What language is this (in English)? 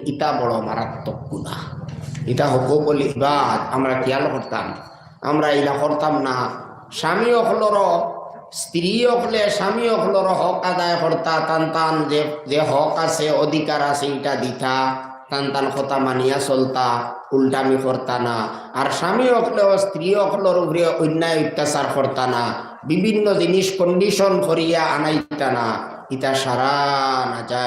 Sylheti